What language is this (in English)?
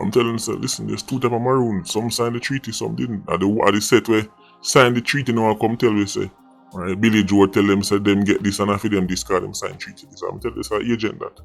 Jamaican Creole English